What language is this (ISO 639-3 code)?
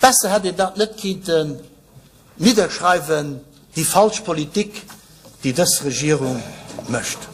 ltz